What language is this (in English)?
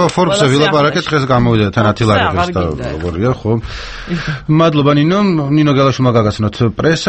Georgian